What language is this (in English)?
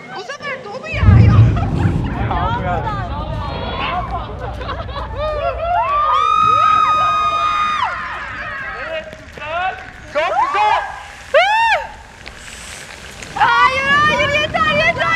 Turkish